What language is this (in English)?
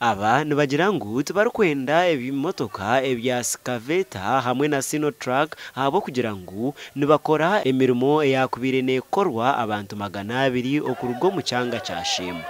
Nyankole